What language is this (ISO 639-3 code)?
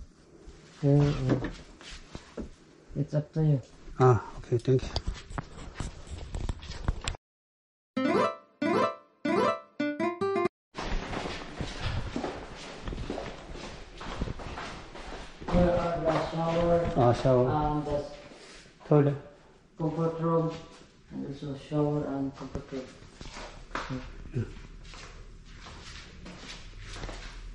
kor